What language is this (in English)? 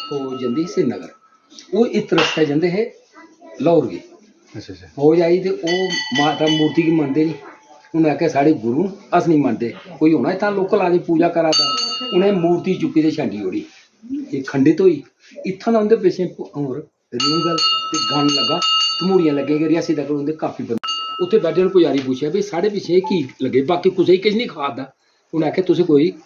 Dogri